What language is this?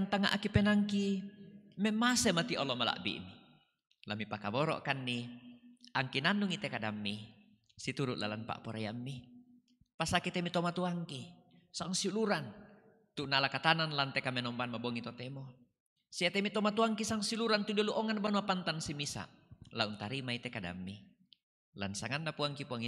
Toraja-Sa'dan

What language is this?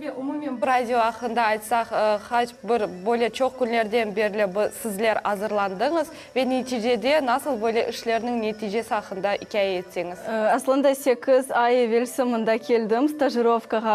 Crimean Tatar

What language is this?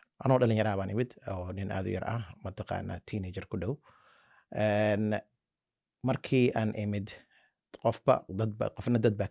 Somali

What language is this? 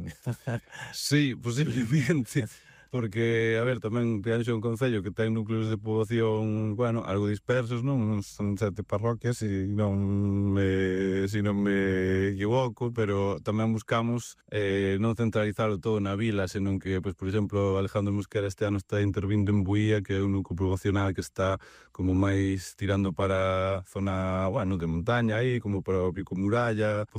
Galician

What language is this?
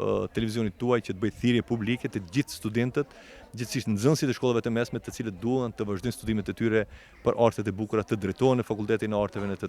Albanian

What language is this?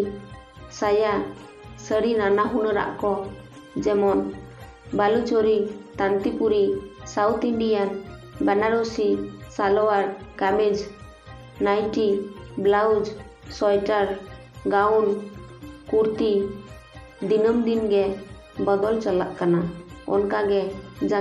Santali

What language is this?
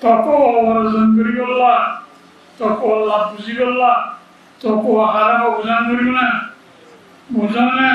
Rohingya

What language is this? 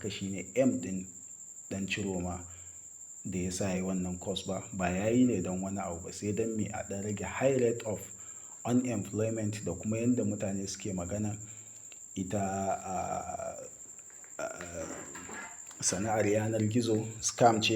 Hausa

